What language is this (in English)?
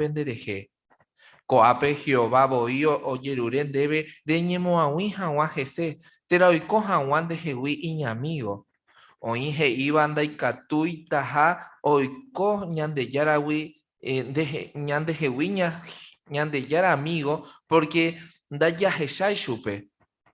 Guarani